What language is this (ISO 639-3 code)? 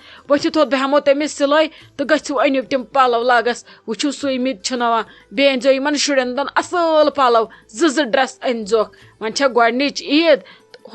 kas